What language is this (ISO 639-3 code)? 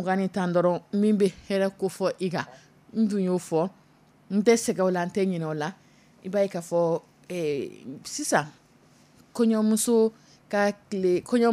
dyu